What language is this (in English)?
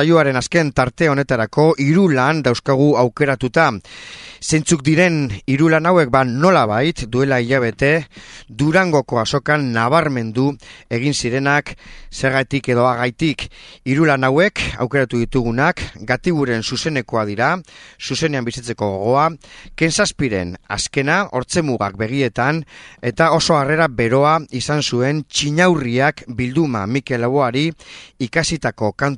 Basque